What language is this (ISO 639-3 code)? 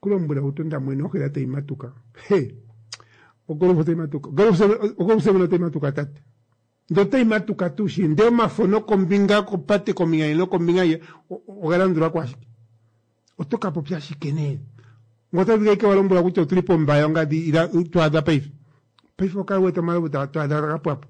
kua